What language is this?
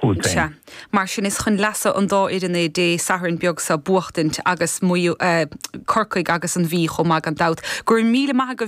Irish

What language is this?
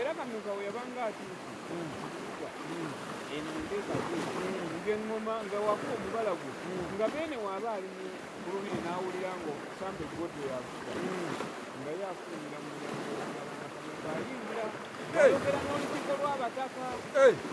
Ganda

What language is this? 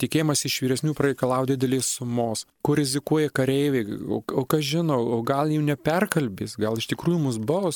Lithuanian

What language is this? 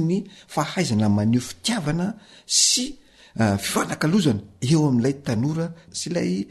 Malagasy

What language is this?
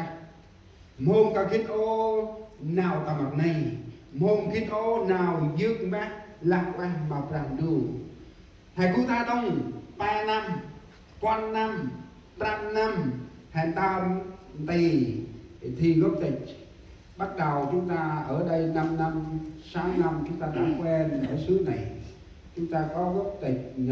Central Mnong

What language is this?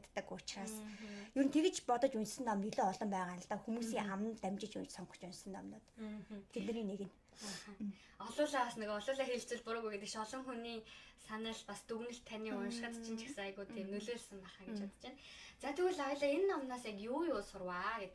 Mongolian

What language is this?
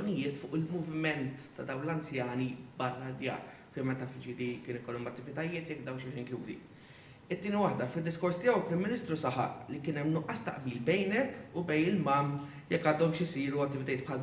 Maltese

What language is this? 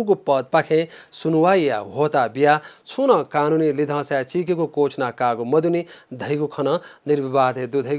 Newari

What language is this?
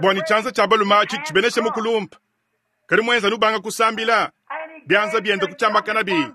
Luba-Lulua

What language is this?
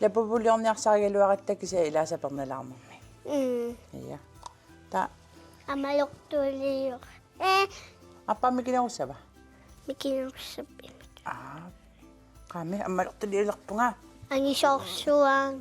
Kalaallisut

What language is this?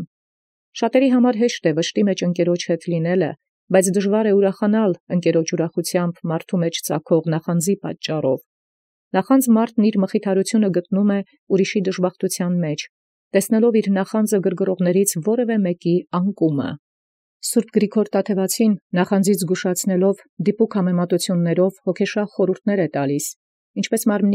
Armenian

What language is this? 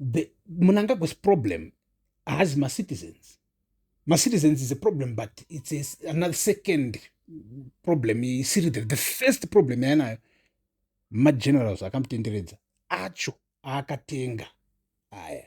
Shona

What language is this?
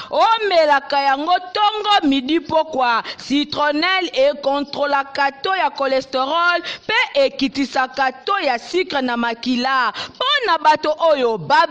Lingala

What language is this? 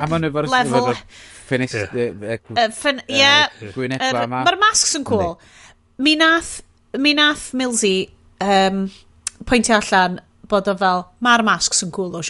Welsh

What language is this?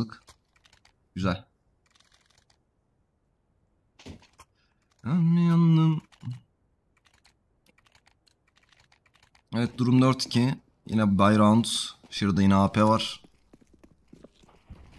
Turkish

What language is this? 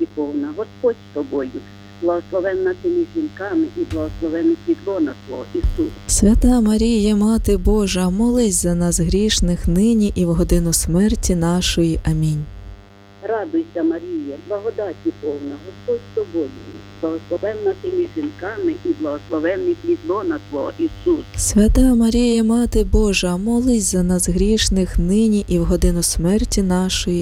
Ukrainian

